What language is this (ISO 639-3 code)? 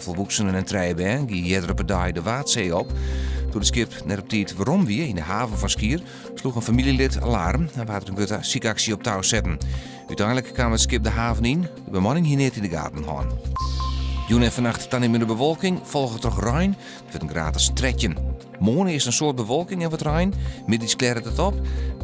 fry